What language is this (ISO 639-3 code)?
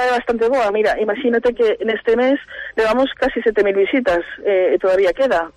glg